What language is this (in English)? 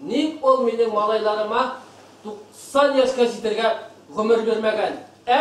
Bashkir